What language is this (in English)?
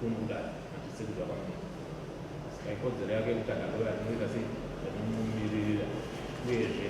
Shona